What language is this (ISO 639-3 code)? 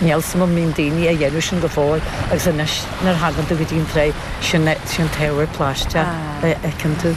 gle